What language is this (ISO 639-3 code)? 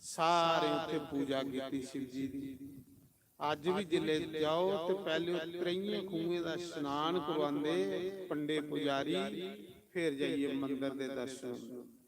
doi